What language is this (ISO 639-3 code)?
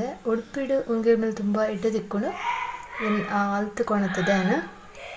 tcy